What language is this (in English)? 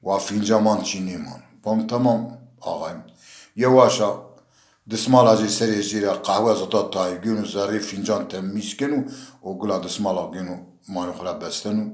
Zaza